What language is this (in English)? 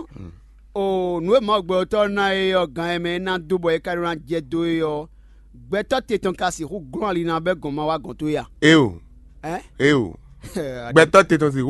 Fon